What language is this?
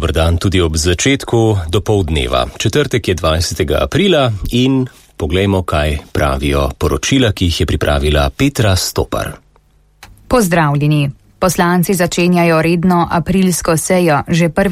Slovenian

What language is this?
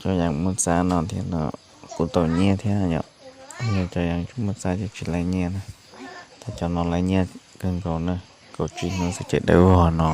Hmong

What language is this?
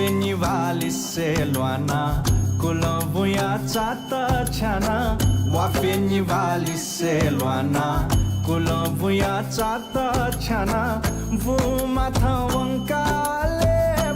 Newari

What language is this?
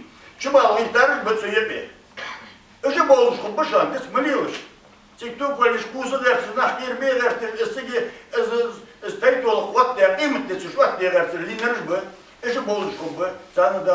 Ingush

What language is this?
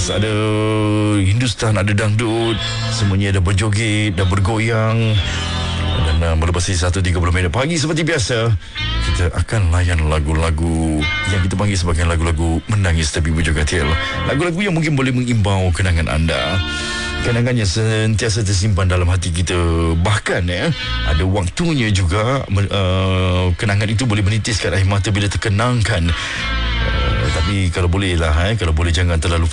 Malay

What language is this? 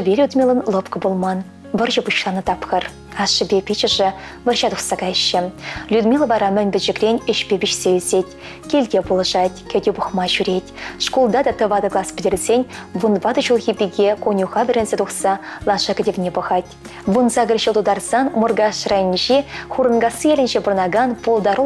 Chuvash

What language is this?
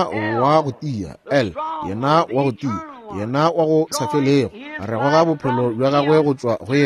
Northern Sotho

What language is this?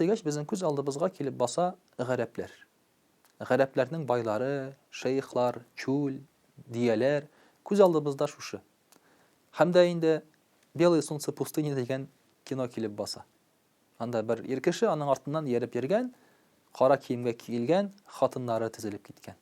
Tatar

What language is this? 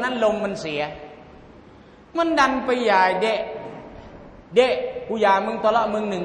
Thai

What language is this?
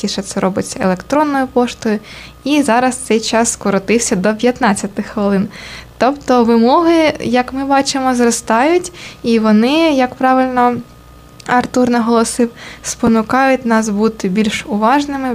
Ukrainian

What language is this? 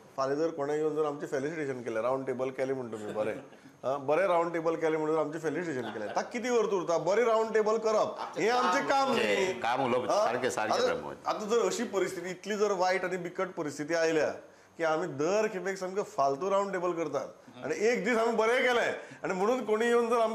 Konkani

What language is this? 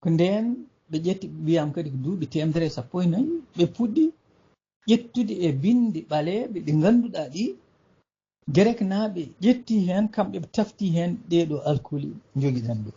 Fula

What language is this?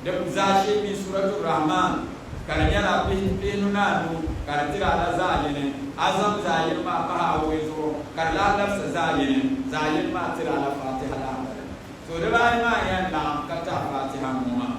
Dagbani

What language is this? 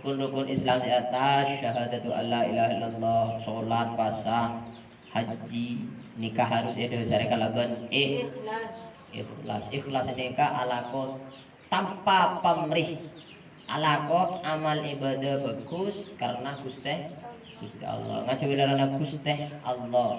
Madurese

